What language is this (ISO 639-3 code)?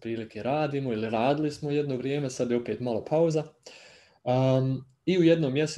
hrv